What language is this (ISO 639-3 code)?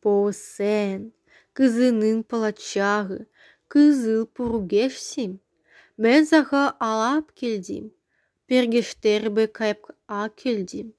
kir